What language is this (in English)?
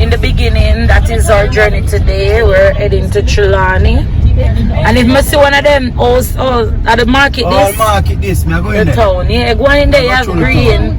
Jamaican Creole English